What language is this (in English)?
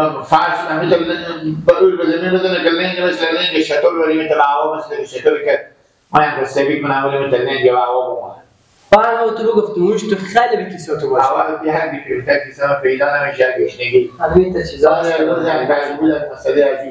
Persian